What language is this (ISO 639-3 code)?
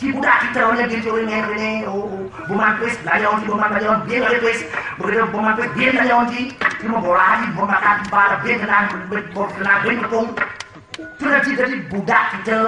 ban